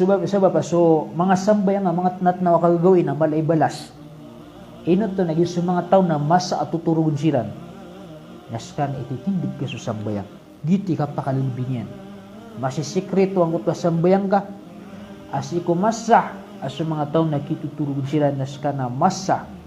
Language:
Maranao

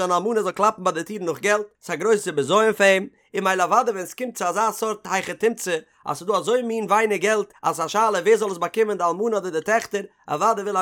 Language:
Yiddish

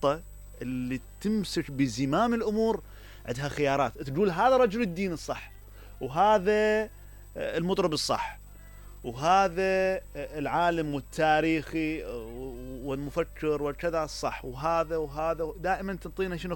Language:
Mesopotamian Arabic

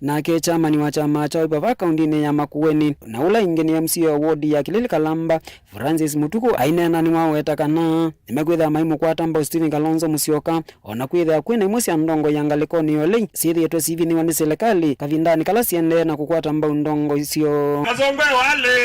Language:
Kamba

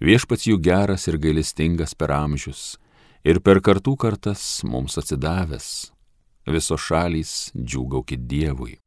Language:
Lithuanian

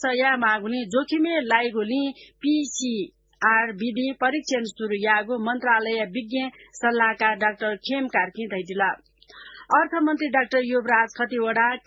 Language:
Newari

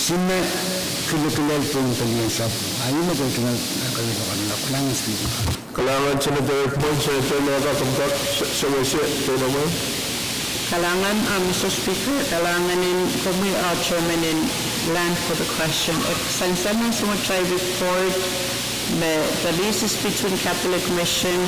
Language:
Pohnpeian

